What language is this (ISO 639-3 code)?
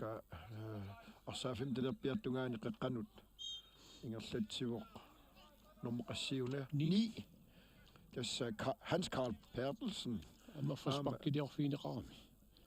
kal